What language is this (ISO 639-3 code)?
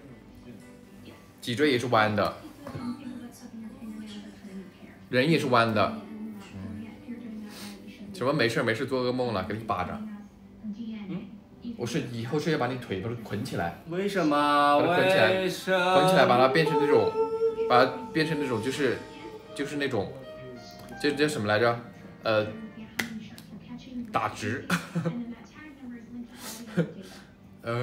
zho